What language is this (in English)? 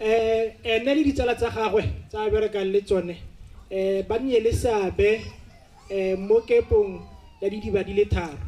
Tswana